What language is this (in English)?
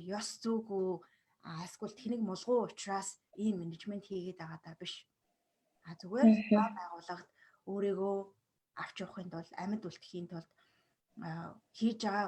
Mongolian